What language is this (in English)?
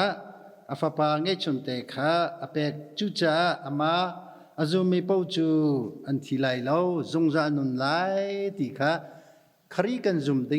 Hakha Chin